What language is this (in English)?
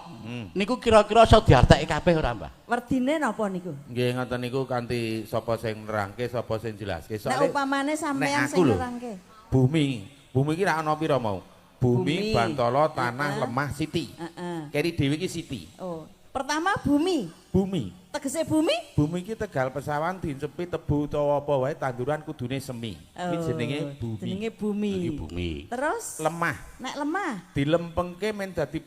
Javanese